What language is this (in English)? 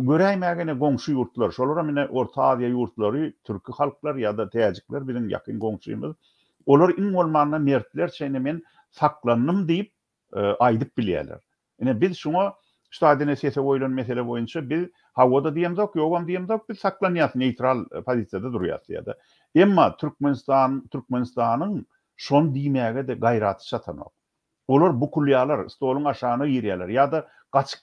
Turkmen